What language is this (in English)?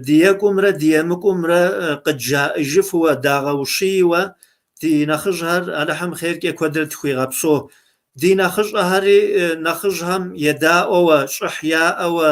Kabardian